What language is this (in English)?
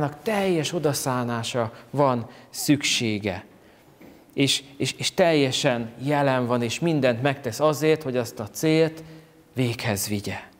Hungarian